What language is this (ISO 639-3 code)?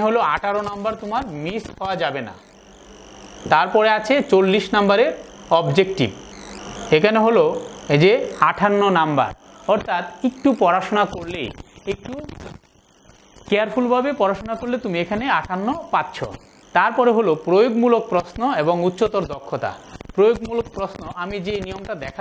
ben